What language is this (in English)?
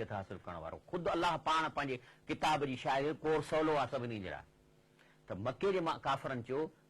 Sindhi